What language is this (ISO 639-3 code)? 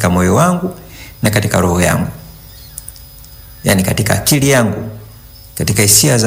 swa